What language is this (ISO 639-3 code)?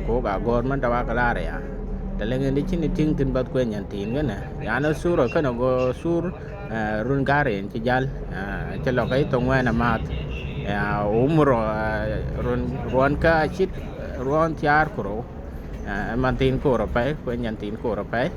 din